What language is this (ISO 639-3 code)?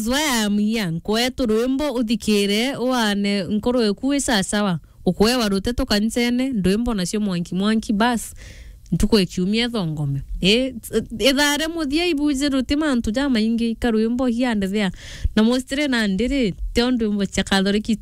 mer